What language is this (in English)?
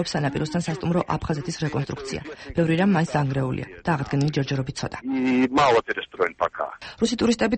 Georgian